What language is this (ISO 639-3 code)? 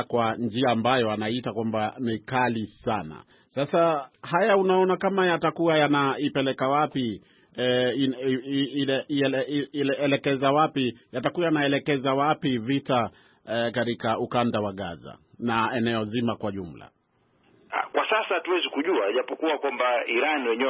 swa